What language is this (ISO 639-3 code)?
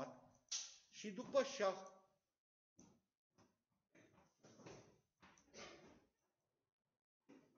ron